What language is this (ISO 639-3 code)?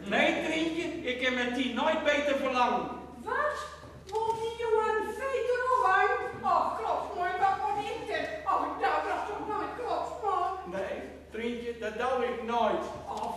gos